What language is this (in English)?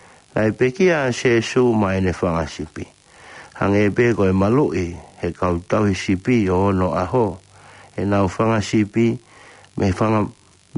Tongan